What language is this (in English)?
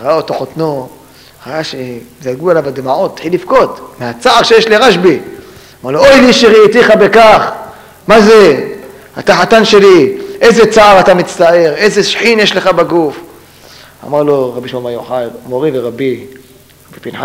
Hebrew